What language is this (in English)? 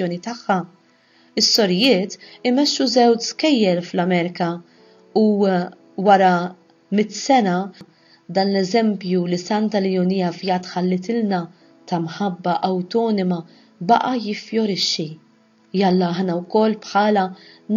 Maltese